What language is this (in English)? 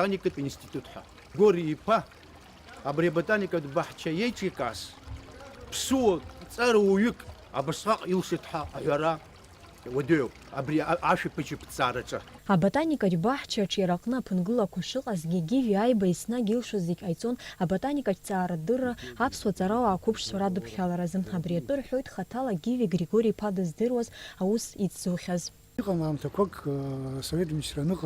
Abkhazian